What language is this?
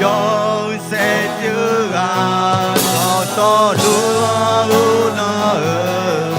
Akha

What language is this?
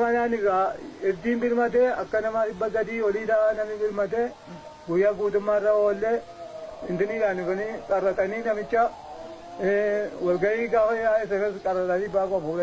Oromo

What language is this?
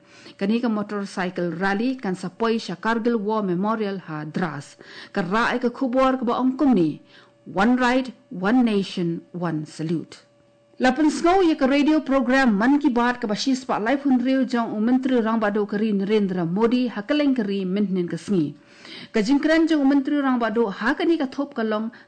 Khasi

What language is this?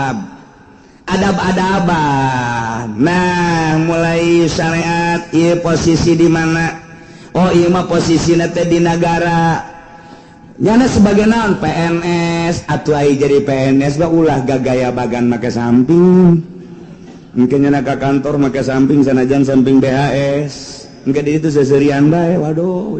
Sundanese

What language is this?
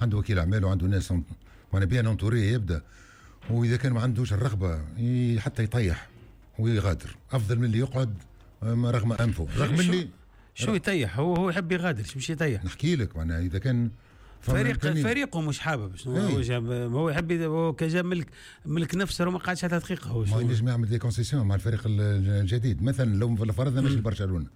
Tunisian Arabic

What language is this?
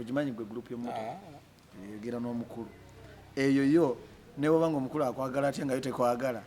Ganda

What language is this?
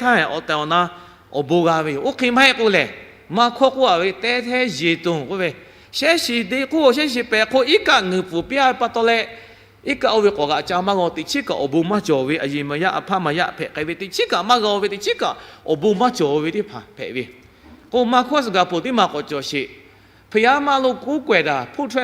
Lahu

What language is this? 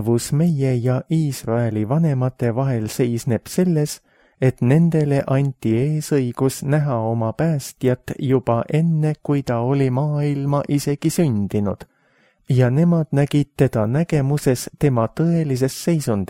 Estonian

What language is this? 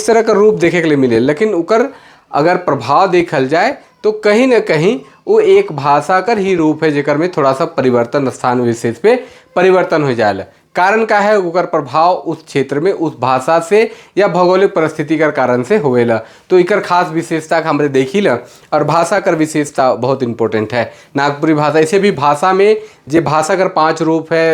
Sadri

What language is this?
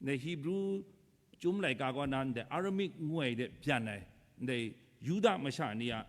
Kachin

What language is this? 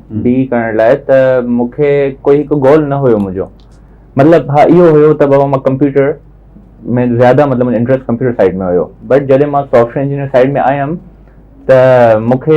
Sindhi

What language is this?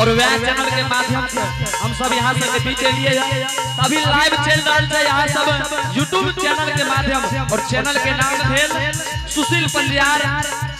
Angika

